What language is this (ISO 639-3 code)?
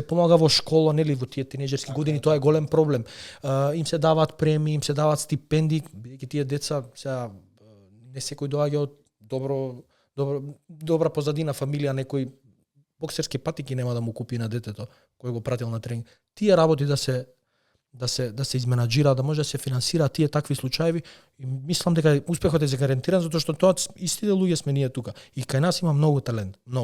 mkd